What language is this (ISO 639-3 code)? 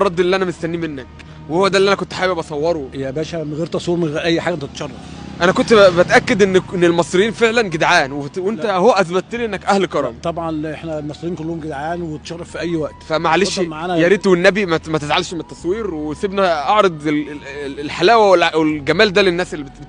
arz